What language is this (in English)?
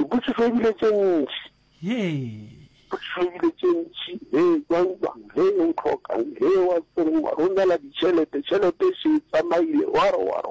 Northern Sotho